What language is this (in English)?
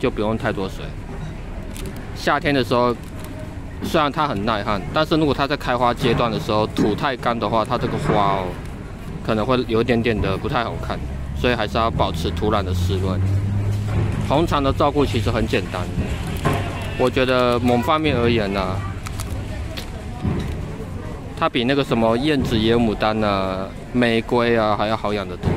Chinese